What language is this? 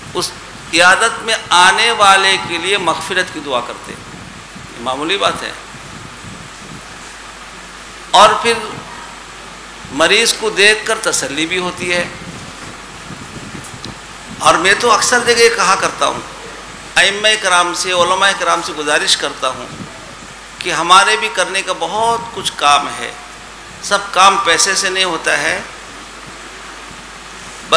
Urdu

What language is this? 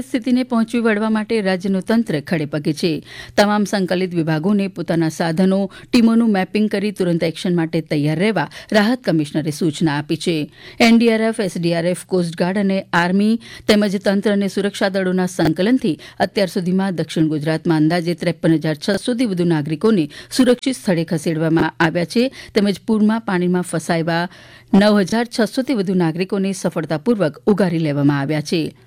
Gujarati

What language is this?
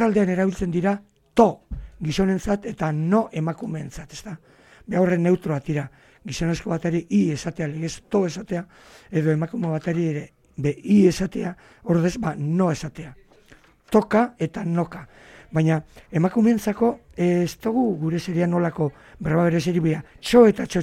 Basque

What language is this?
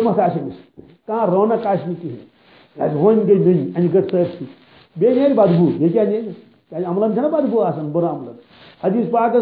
Kashmiri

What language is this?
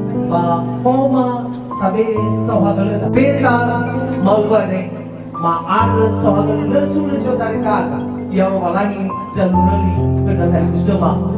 Nias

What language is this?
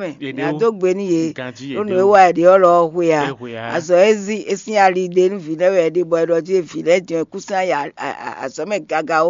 Fon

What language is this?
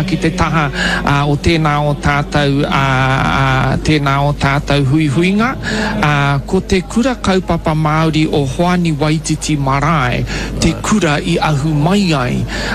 Māori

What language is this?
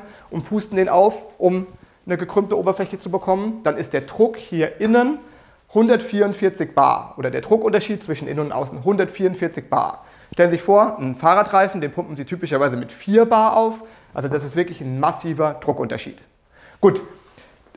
German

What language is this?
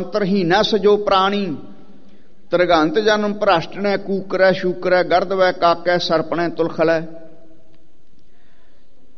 Punjabi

